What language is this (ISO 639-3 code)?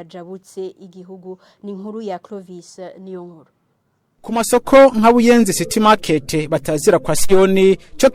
run